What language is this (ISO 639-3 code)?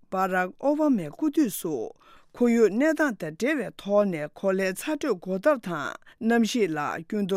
bod